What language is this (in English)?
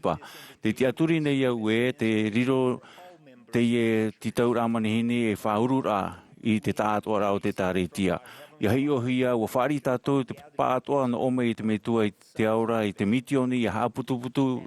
Tahitian